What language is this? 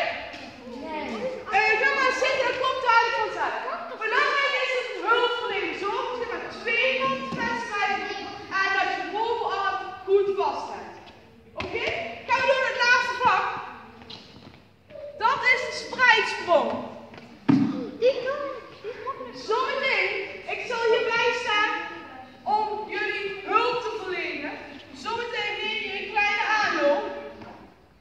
Dutch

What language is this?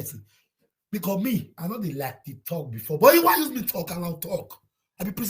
Nigerian Pidgin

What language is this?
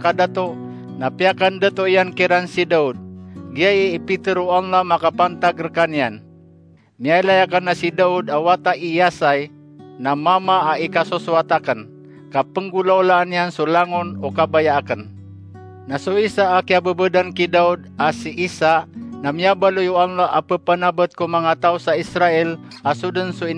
Maranao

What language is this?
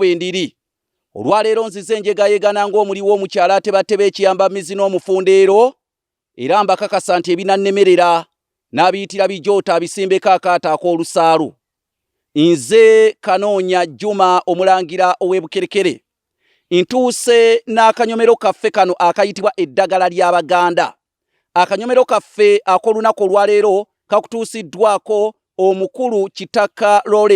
Ganda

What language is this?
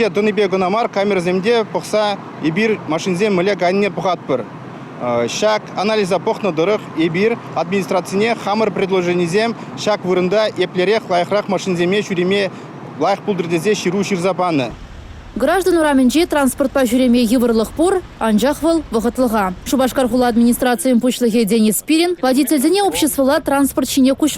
Chuvash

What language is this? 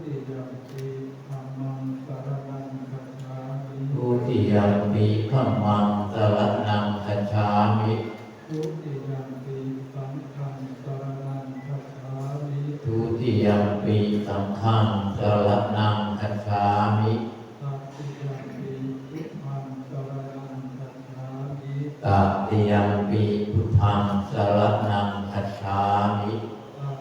Pali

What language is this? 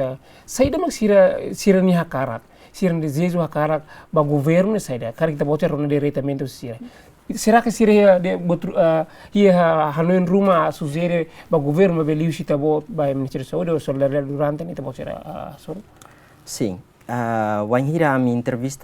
Tetum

